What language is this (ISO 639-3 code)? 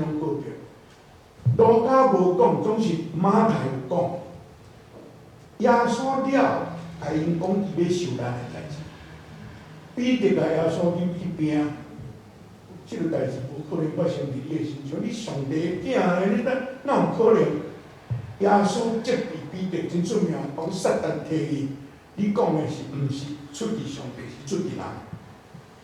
nan